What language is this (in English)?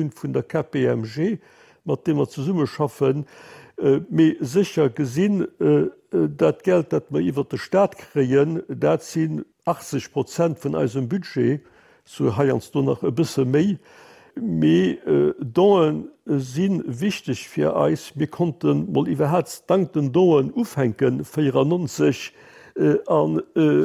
Luxembourgish